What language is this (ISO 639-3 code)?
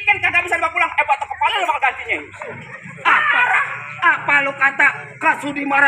bew